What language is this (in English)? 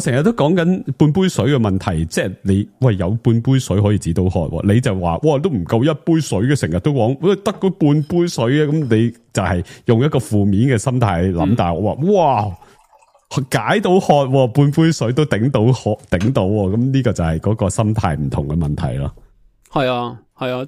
Cantonese